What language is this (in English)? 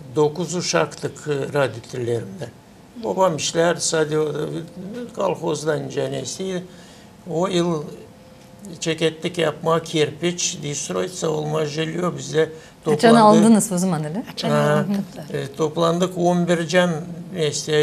Gagauz